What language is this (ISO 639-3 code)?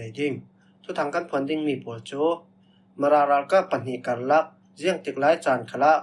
cfm